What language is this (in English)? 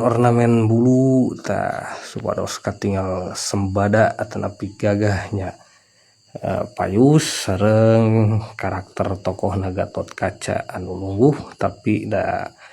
Sundanese